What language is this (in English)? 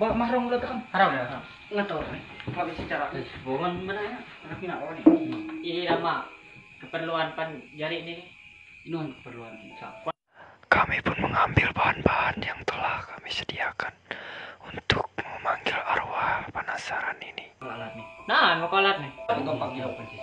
Ma'anyan